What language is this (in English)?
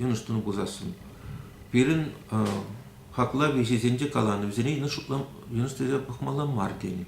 Chuvash